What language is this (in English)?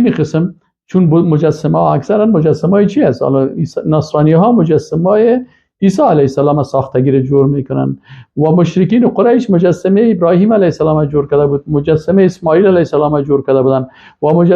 Persian